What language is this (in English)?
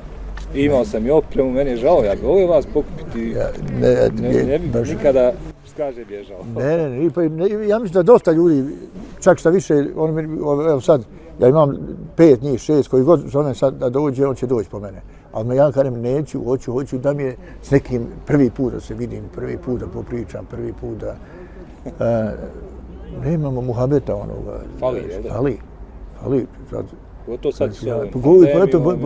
Bosnian